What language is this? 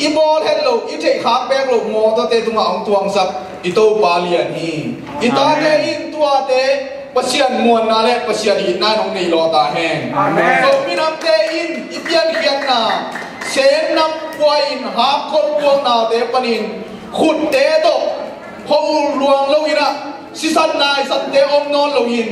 Tedim Chin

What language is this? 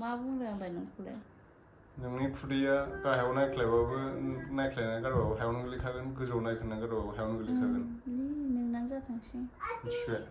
Bodo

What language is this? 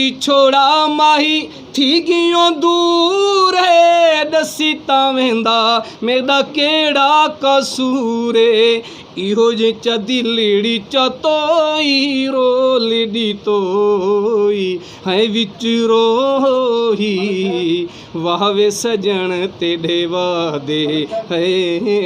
Saraiki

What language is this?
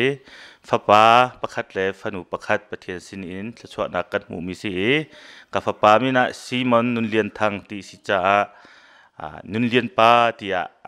Hakha Chin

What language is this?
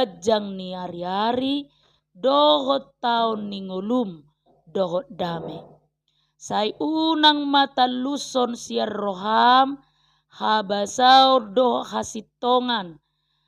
Batak Toba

